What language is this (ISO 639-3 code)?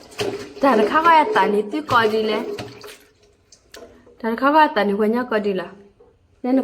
ksw